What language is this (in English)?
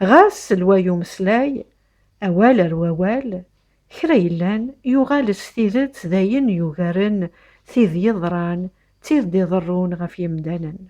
Kabyle